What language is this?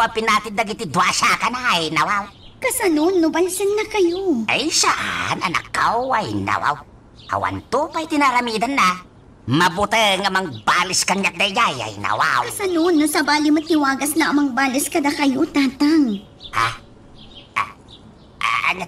Iloko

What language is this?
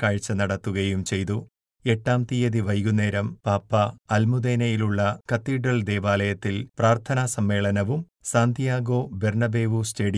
Malayalam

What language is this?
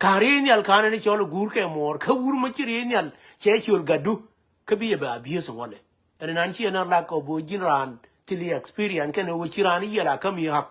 Nuer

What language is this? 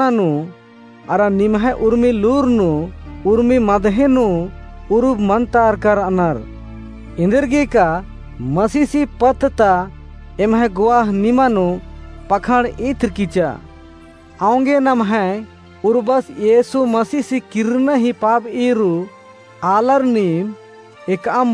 Kurukh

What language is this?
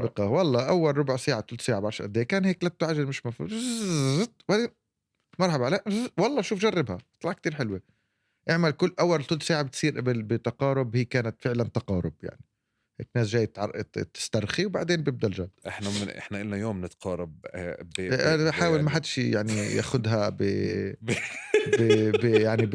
North Levantine Arabic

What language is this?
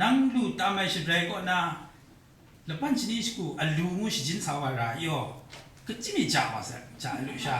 Kachin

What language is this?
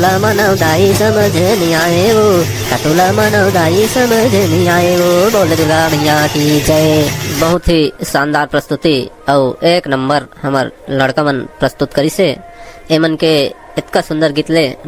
Chhattisgarhi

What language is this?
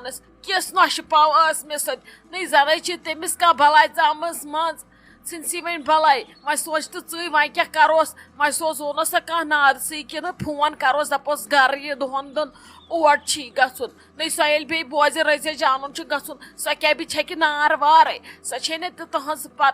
Kashmiri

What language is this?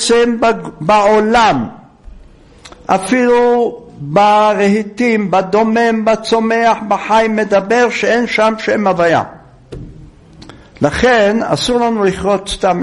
Hebrew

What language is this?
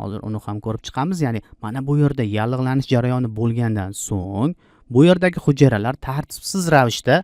Uzbek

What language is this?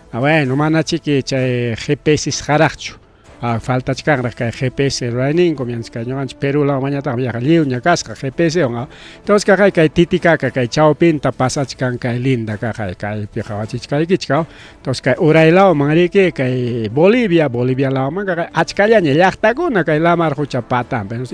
Ayacucho Quechua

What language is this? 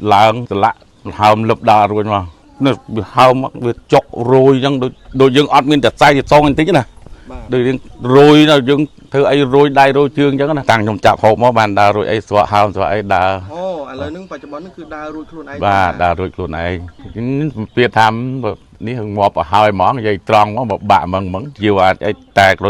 Khmer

